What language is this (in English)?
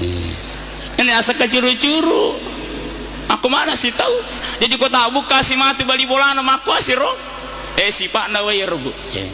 Buginese